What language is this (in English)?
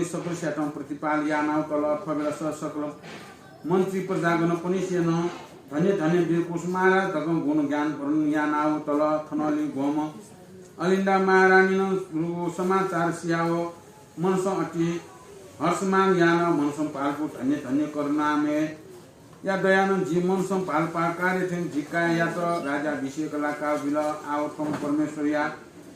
Newari